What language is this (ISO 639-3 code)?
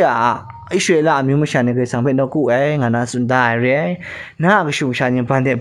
kac